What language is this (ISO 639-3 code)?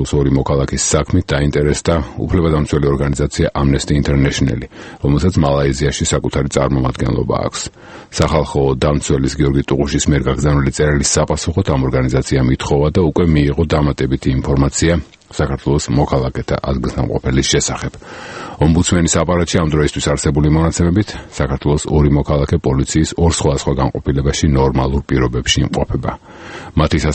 kat